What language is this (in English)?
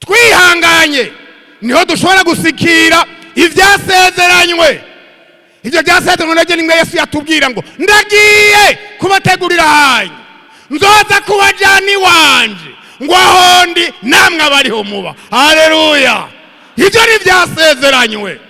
Rundi